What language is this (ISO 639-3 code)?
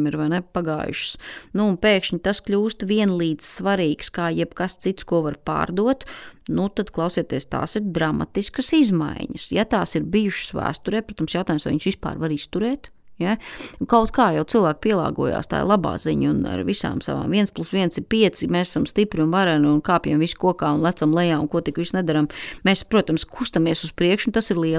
lav